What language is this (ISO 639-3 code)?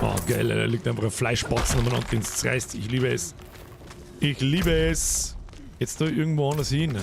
bar